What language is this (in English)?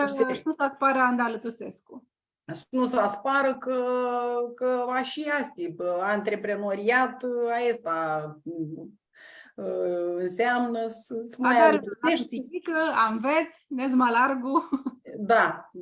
Aromanian